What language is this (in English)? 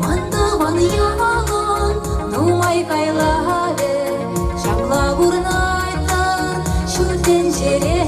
Chuvash